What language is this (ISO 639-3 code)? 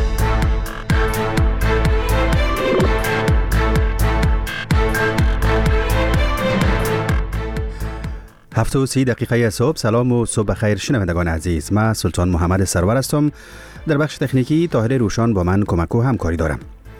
fas